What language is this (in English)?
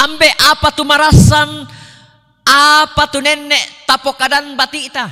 Toraja-Sa'dan